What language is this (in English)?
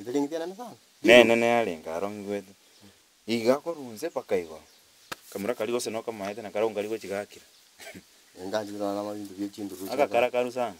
Gusii